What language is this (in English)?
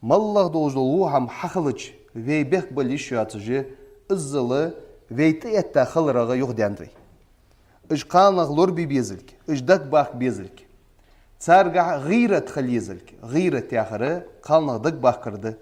Ingush